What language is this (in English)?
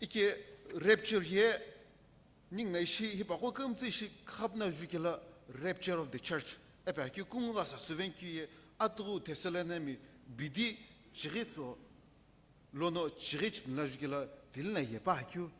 Sumi Naga